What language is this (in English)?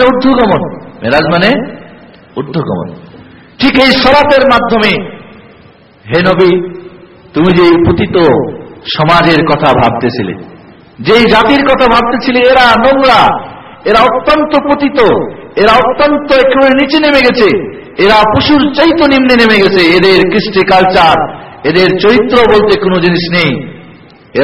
Bangla